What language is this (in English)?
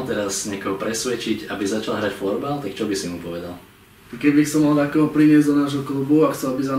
Slovak